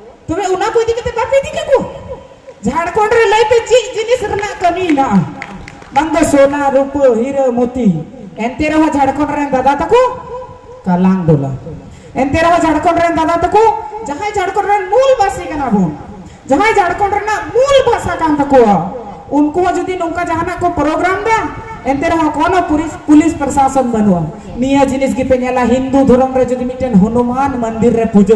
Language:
Santali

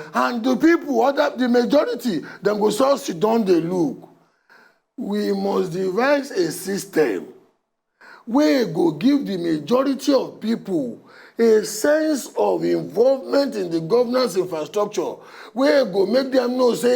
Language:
Nigerian Pidgin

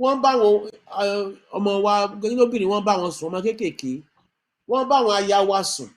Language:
Yoruba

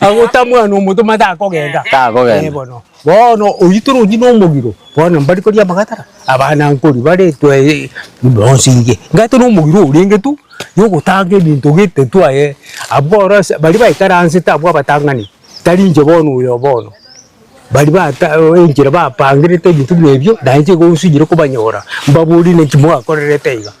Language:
Gusii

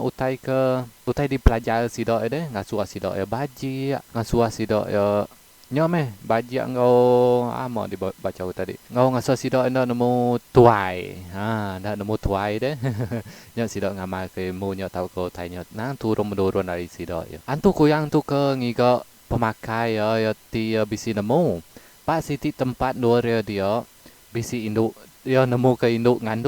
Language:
Iban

